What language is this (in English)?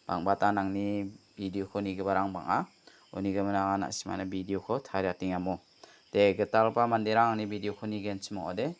Garo